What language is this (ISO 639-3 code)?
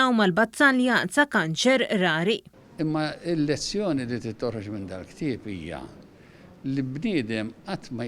mlt